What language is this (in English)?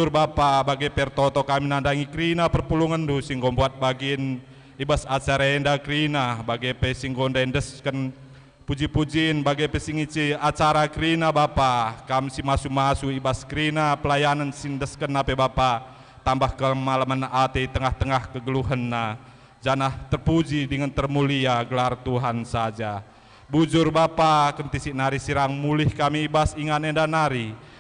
Batak Karo